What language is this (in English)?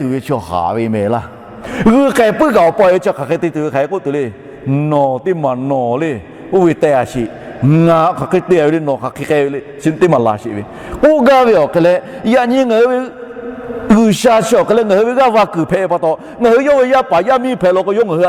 Lahu